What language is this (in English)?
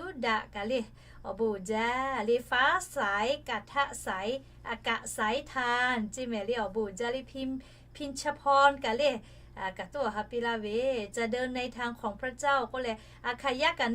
Lahu